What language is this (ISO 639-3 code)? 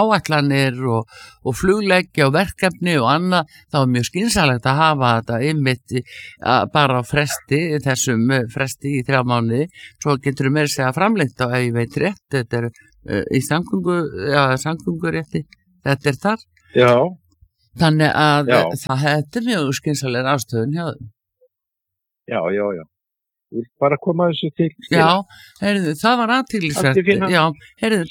isl